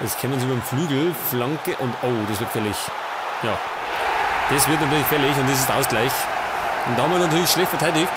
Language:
Bavarian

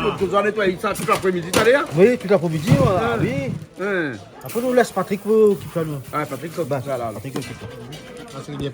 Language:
Réunion Creole French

